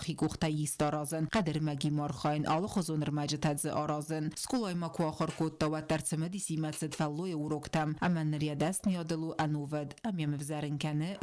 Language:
Ossetic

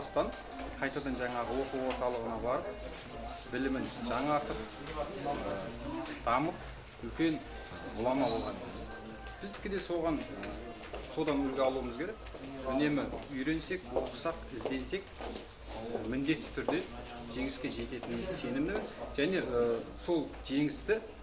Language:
Kazakh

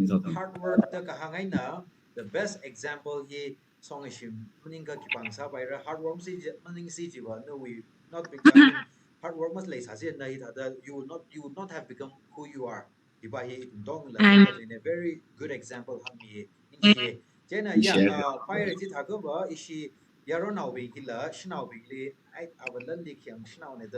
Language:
Tangkhul Naga (India)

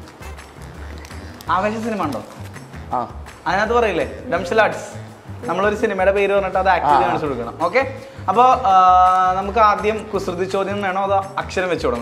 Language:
Malayalam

